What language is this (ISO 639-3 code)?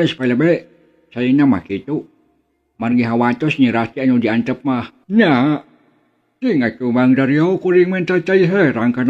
sun